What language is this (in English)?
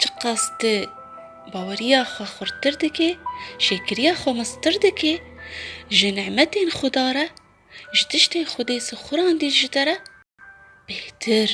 Kurdish